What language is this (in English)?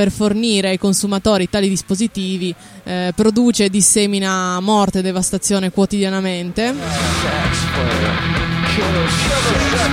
Italian